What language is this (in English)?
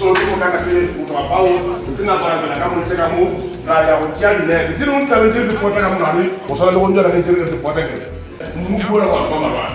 Tswana